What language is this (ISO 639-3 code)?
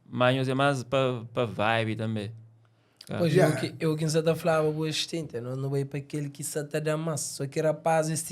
kea